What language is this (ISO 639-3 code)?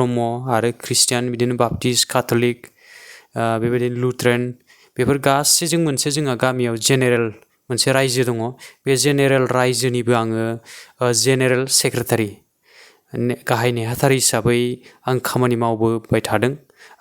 brx